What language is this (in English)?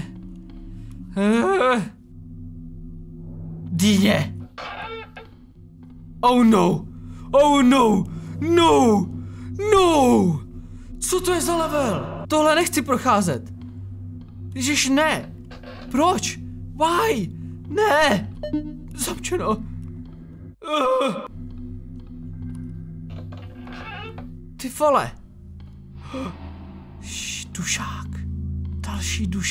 Czech